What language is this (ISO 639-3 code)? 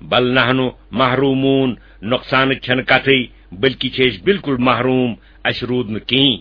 kas